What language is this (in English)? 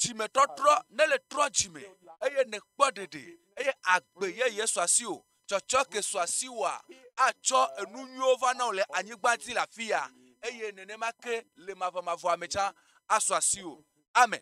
Ewe